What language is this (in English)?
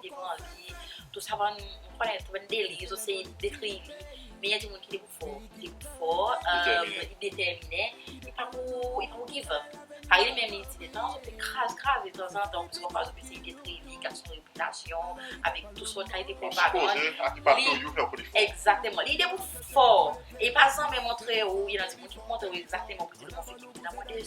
Seselwa Creole French